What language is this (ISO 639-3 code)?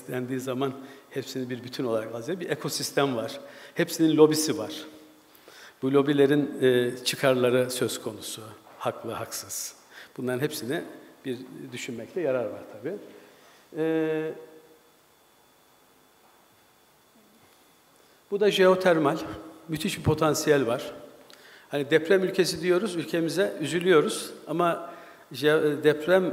tur